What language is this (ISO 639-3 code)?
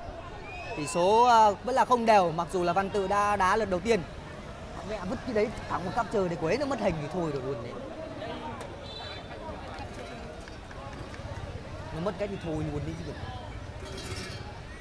vie